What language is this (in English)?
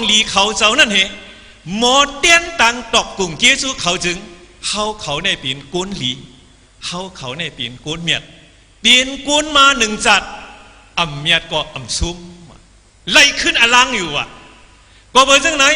Shan